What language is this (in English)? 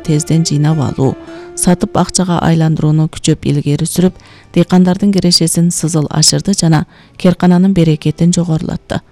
Kyrgyz